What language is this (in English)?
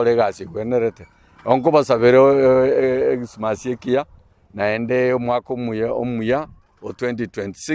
Gusii